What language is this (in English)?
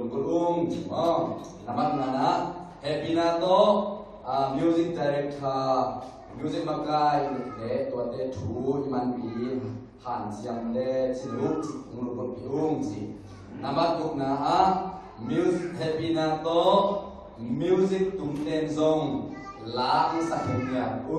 Tedim Chin